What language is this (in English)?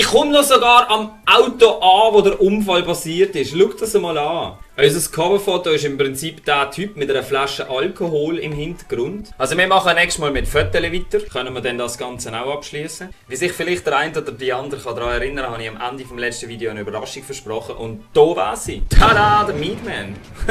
Swiss German